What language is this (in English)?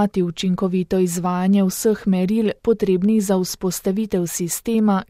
Slovenian